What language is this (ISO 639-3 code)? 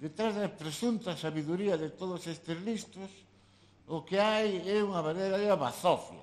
glg